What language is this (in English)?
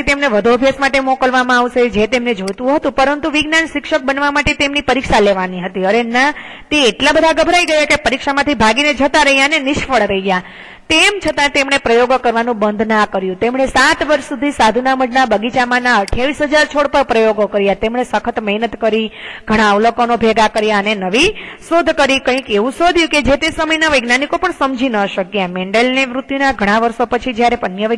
Gujarati